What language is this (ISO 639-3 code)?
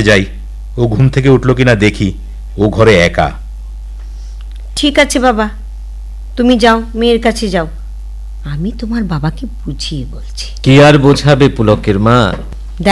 ben